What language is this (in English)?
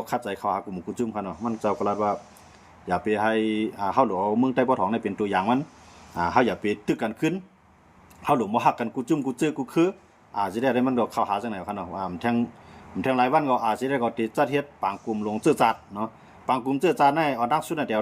Shan